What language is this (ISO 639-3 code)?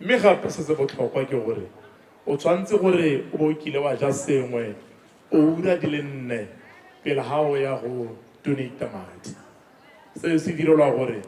tsn